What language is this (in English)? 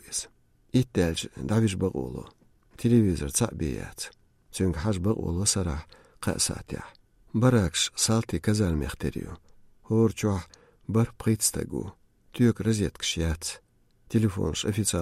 Chechen